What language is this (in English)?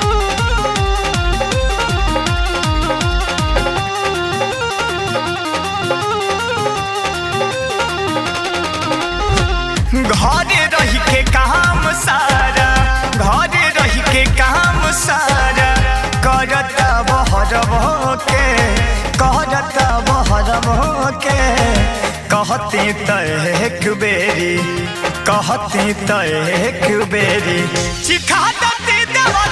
Bhojpuri